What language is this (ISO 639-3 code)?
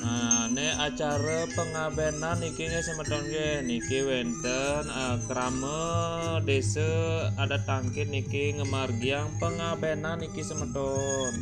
ban